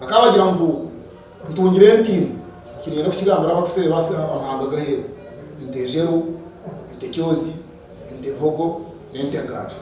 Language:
Nyankole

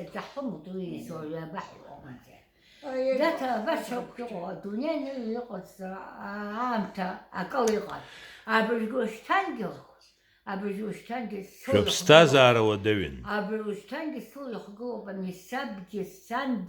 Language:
Abkhazian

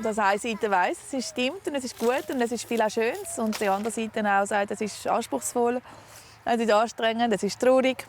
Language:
Swiss German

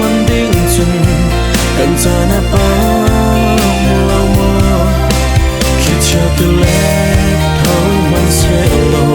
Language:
Hakha Chin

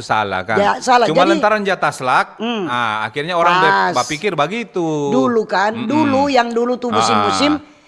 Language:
Manado Malay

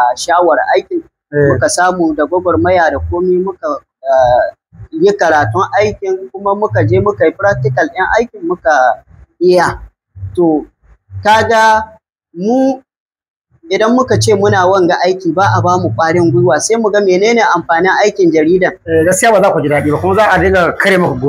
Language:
Hausa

